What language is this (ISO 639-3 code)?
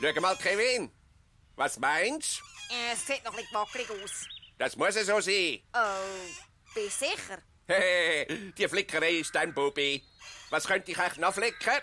gsw